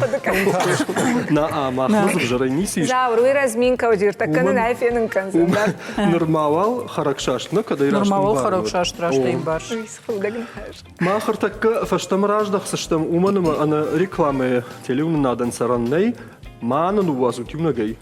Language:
Ossetic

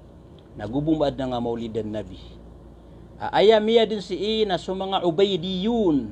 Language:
Maranao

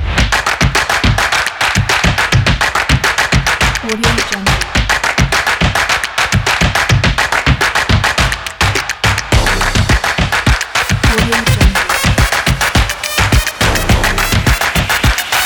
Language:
Malay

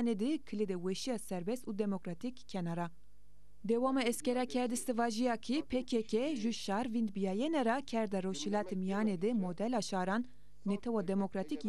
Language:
Zaza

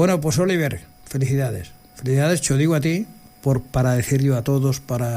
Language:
Galician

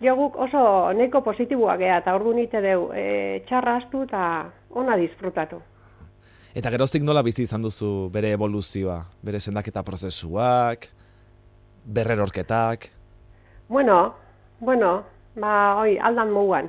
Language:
Basque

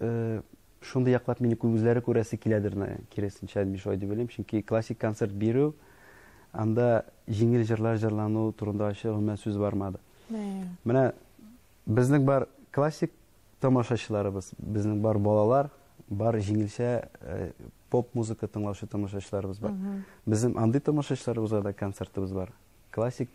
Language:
Tatar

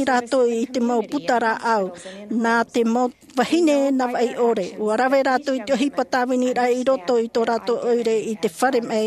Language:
Tahitian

